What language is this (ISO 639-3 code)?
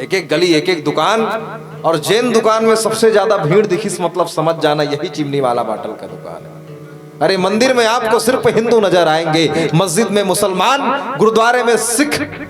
hne